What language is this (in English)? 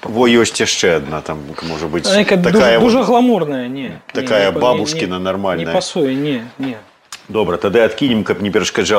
Belarusian